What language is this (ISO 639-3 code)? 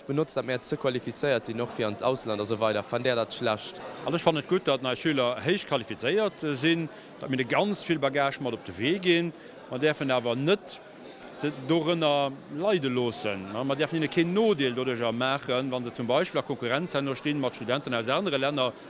ltz